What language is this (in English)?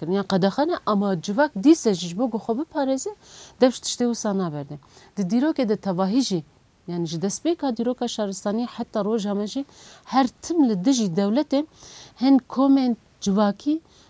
Kurdish